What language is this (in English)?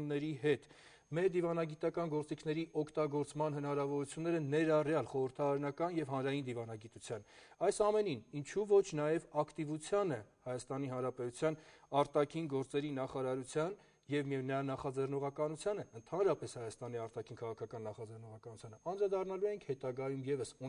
Armenian